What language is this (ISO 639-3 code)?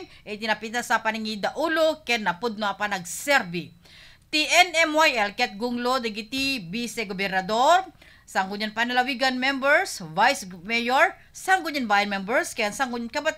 ilo